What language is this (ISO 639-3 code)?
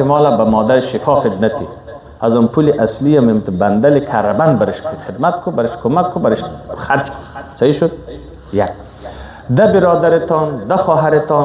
fas